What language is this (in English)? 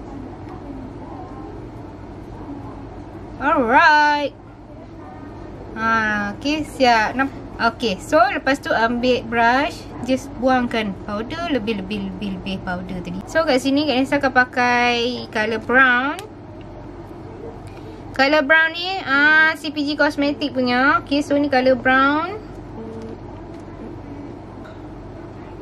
Malay